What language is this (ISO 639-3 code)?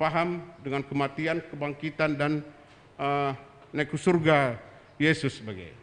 btx